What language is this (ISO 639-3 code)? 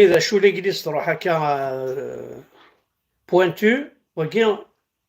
kab